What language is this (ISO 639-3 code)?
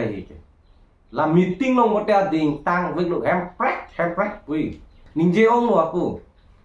mjw